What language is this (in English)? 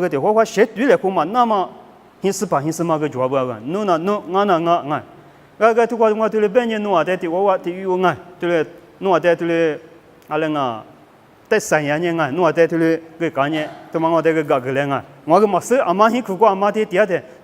Lisu